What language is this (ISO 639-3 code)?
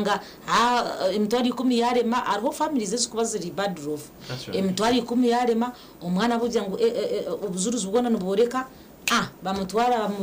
nyn